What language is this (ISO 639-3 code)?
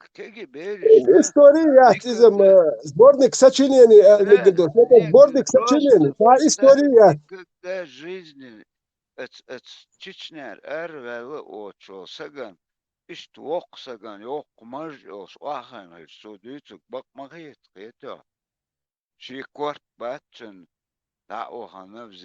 che